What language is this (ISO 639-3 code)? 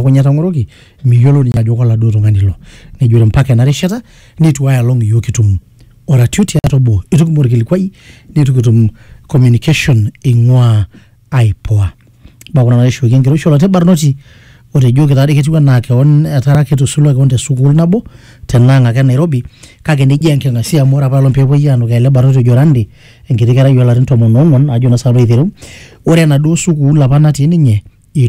mas